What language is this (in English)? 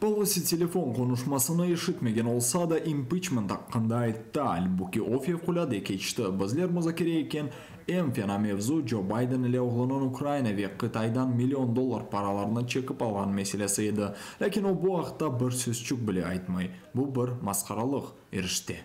Crimean Tatar